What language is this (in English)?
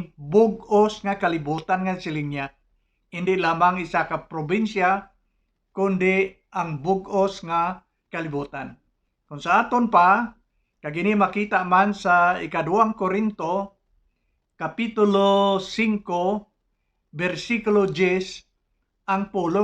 Hiligaynon